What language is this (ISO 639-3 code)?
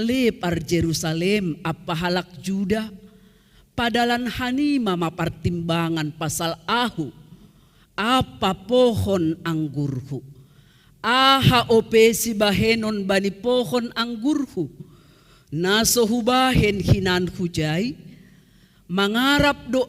bts